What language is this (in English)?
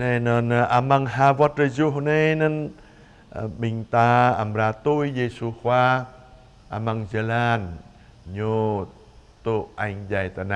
Jarai